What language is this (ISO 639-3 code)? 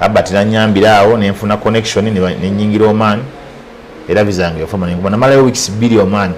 lug